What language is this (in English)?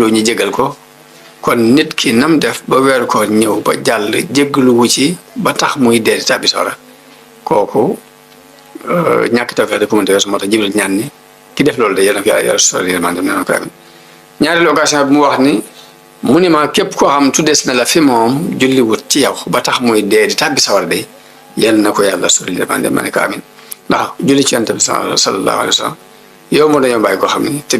Wolof